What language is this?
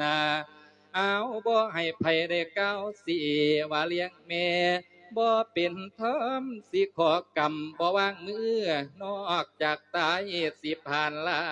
Lao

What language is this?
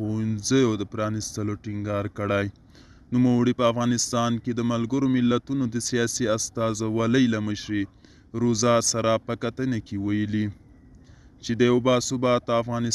Pashto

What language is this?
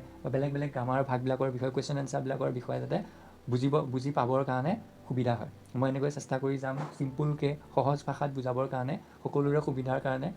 Assamese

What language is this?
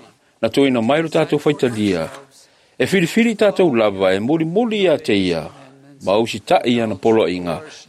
Samoan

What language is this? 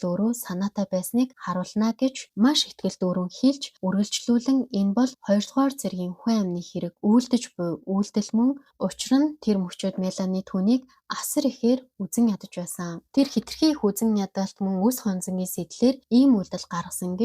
Mongolian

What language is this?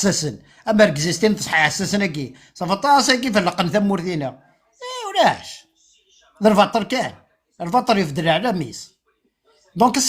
Kabyle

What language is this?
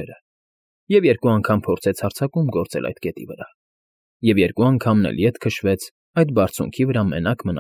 Armenian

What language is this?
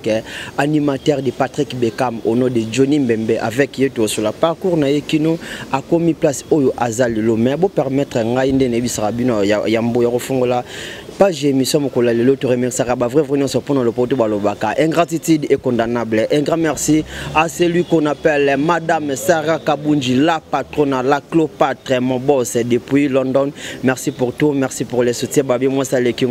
Lingala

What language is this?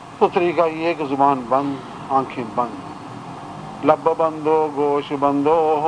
Urdu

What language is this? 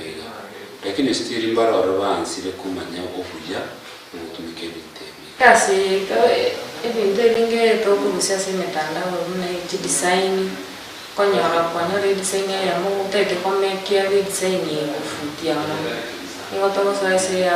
Gusii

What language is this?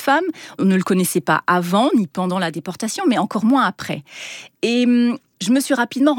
French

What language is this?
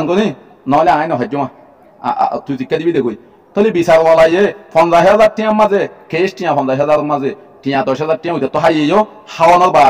Rohingya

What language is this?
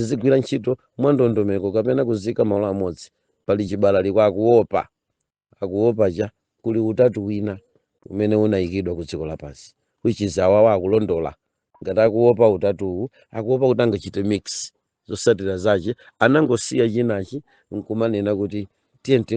Nyanja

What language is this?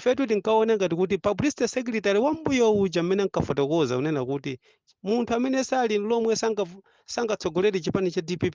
Nyanja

